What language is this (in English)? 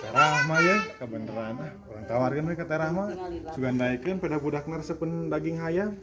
Sundanese